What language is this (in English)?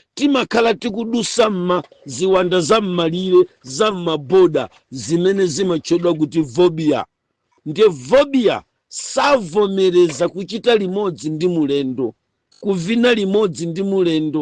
Nyanja